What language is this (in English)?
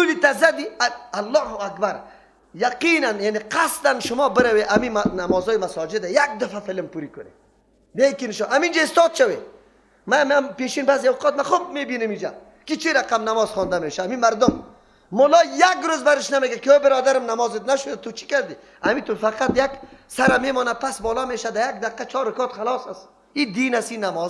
Persian